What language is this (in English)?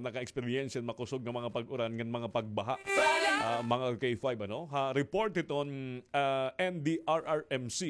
Waray